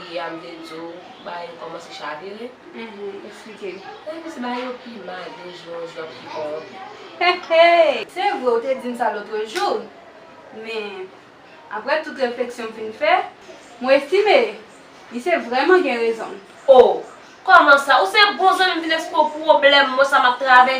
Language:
Haitian Creole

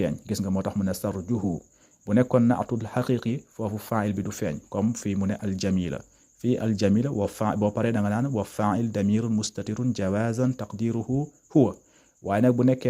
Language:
Wolof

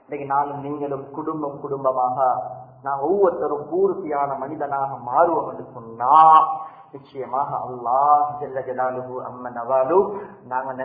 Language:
Tamil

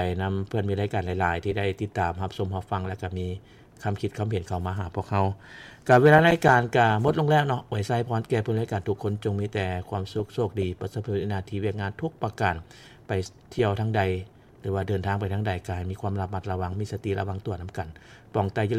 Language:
Lao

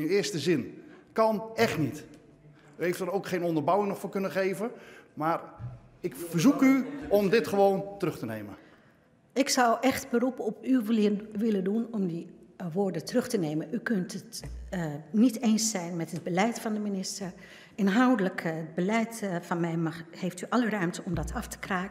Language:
Dutch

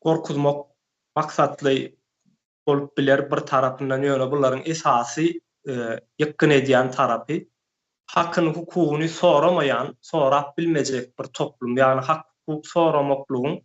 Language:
Turkmen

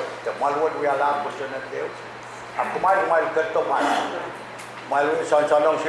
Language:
Pohnpeian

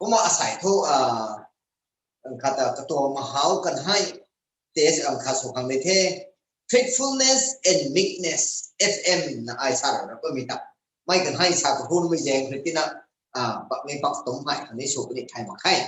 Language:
Rongmei Naga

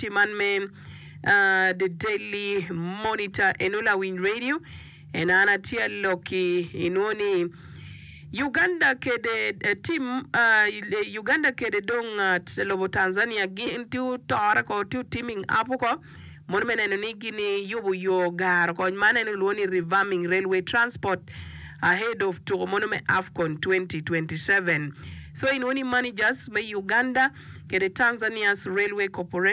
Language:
Acoli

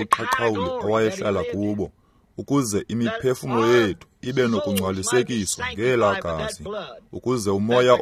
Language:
Xhosa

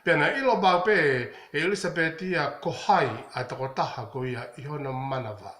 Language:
Tongan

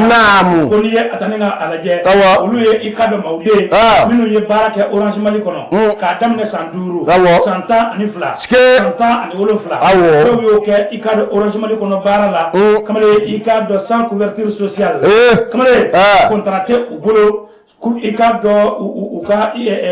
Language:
Bambara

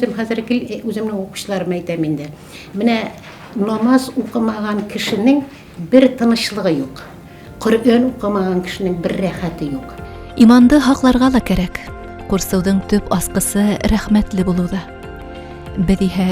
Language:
Bashkir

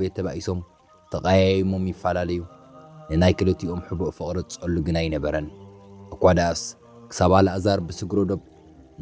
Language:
Tigrinya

